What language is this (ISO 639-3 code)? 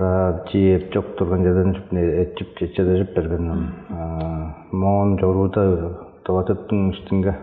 tyv